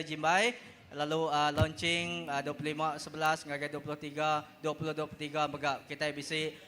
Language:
Iban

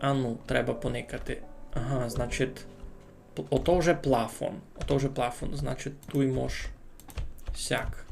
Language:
Rusyn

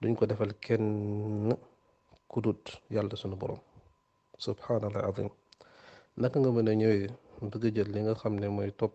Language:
Wolof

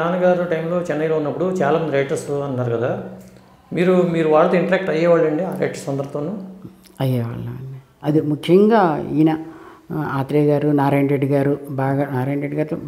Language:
Telugu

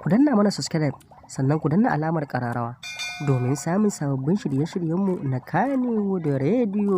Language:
Hausa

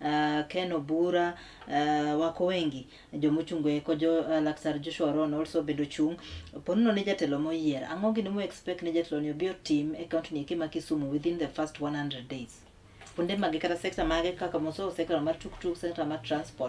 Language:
Luo (Kenya and Tanzania)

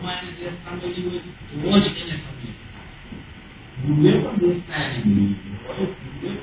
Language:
Gujarati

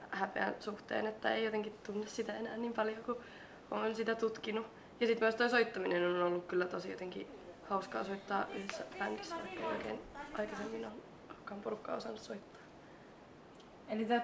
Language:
Finnish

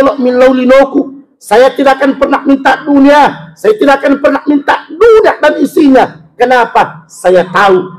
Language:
Buginese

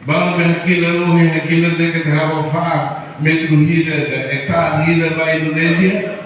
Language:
Tetum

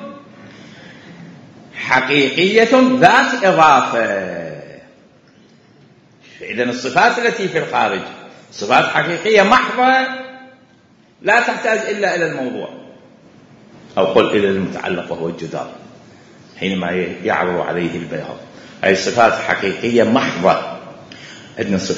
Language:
Arabic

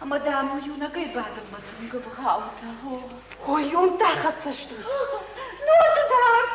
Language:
Ossetic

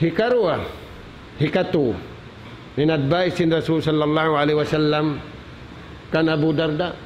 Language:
Tausug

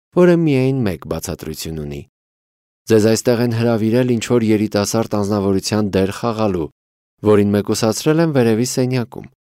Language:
Armenian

